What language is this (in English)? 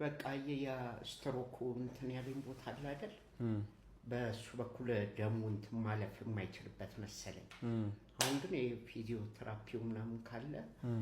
Amharic